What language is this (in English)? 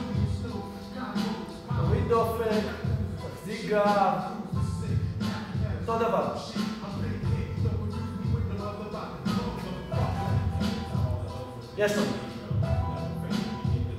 Hebrew